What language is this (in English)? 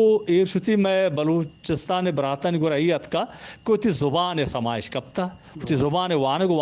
Eastern Balochi